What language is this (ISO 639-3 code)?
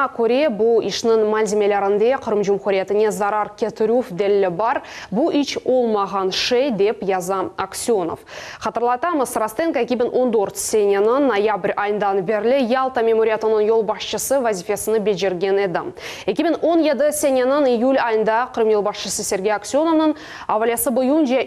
crh